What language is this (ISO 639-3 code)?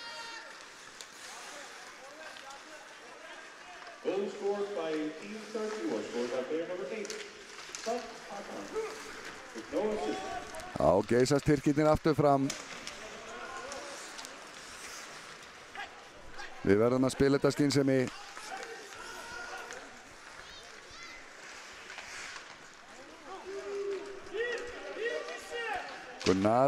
isl